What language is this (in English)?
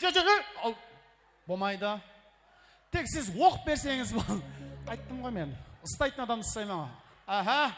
Kara-Kalpak